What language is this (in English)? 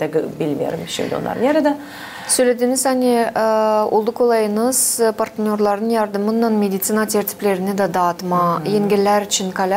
Gagauz